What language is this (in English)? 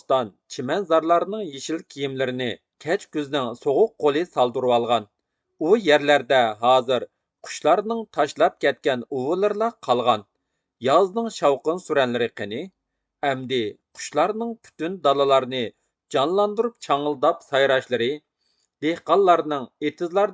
Uyghur